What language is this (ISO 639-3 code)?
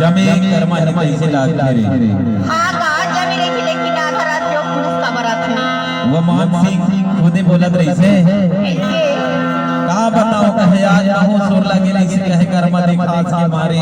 hne